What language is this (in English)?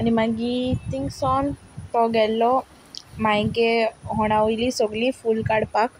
Konkani